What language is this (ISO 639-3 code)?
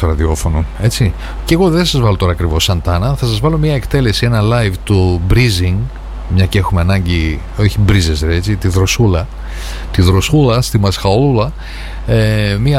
ell